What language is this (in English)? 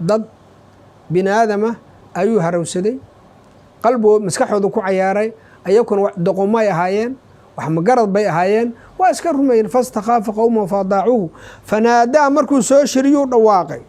Somali